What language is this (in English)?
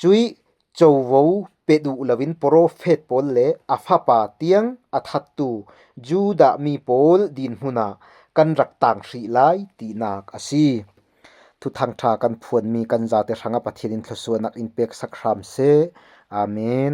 Falam Chin